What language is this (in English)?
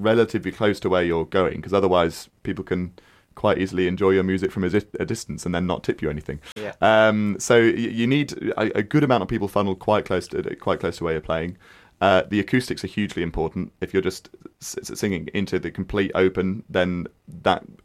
English